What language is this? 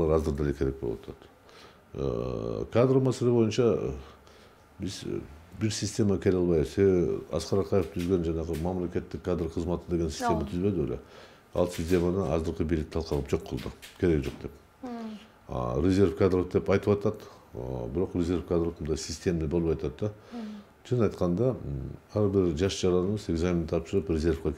Kyrgyz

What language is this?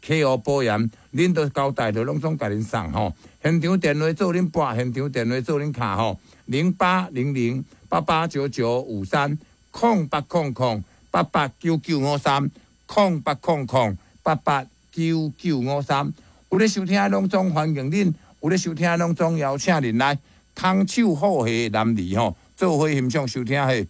Min Nan Chinese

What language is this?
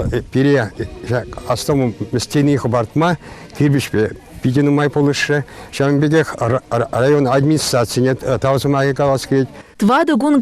Chuvash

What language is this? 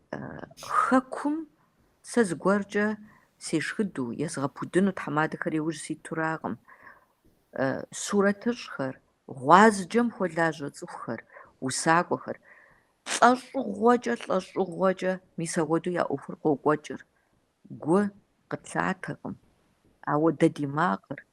Kabardian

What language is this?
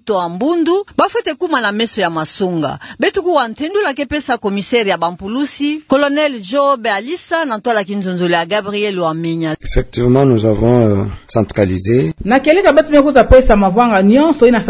Kituba (Democratic Republic of Congo)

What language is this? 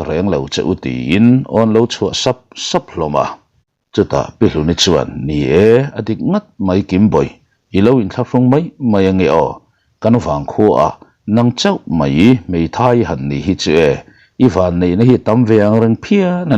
Mizo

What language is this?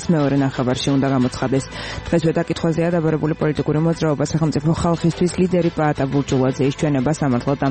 Georgian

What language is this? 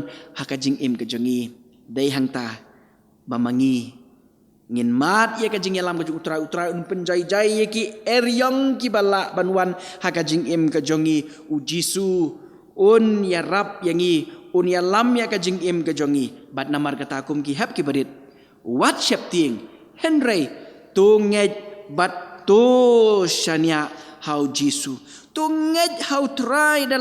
Khasi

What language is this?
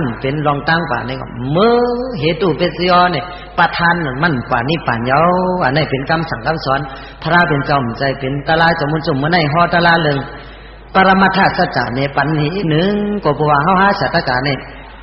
Shan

